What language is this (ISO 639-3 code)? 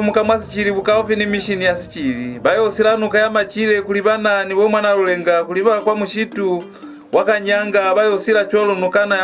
loz